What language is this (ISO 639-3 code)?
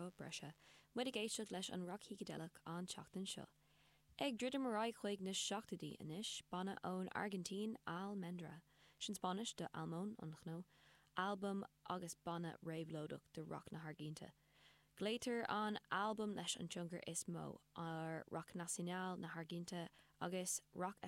gle